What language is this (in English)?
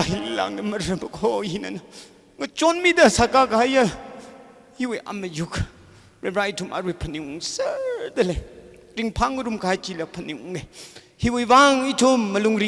Tangkhul Naga (India)